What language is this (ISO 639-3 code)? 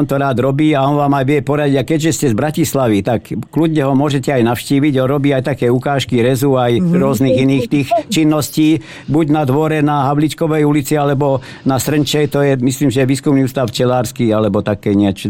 slk